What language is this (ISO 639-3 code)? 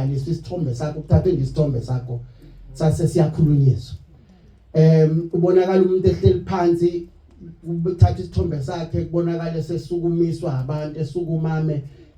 zul